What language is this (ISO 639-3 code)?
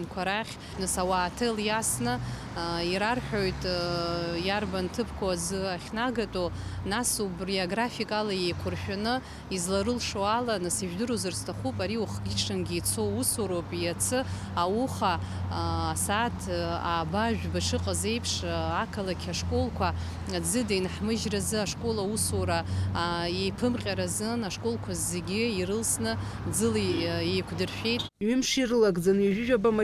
abk